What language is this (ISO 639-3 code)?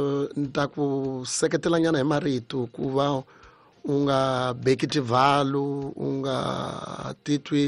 tso